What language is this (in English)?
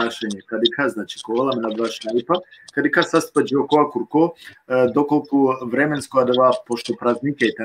Balkan Romani